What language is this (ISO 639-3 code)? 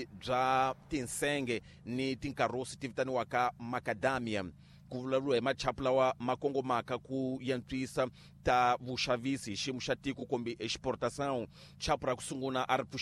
tso